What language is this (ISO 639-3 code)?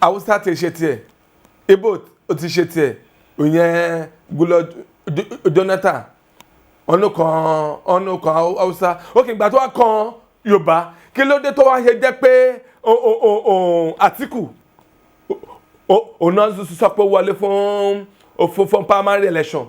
yor